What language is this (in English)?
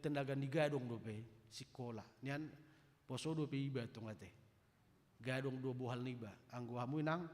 Batak Toba